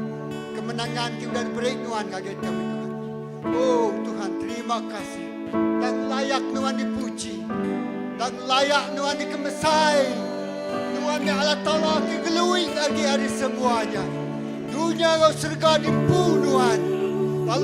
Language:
Iban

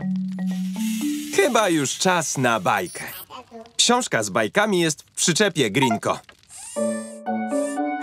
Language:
Polish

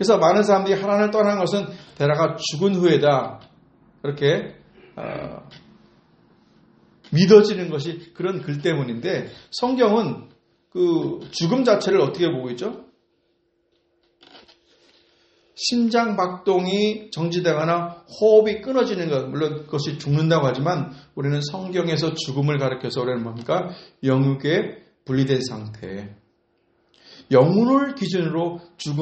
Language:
Korean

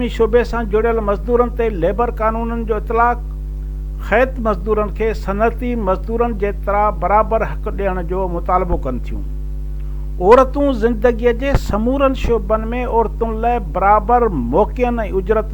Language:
Sindhi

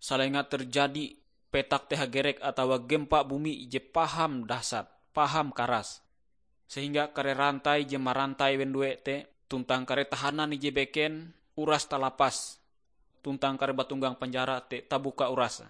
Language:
Ngaju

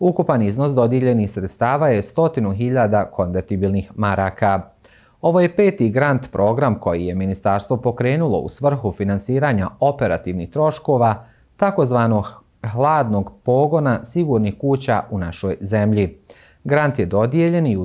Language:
Bosnian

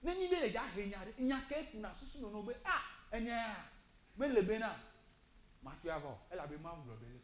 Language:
Ewe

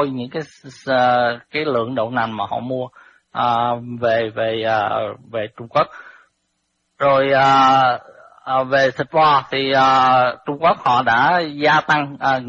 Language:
Vietnamese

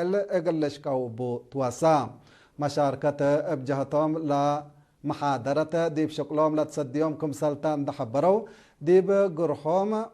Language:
Tigre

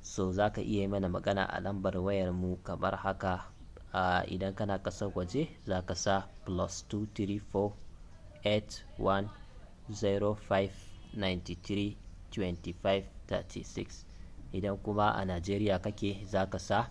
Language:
Hausa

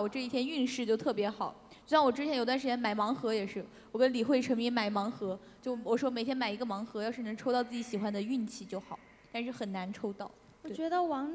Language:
Chinese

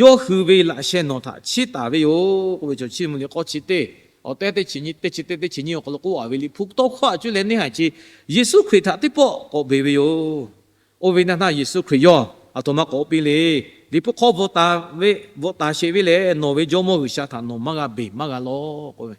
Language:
Lahu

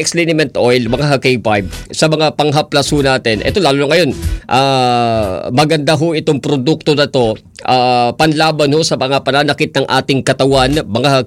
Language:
Filipino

